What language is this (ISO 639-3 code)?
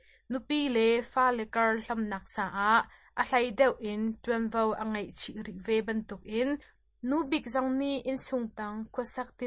cnh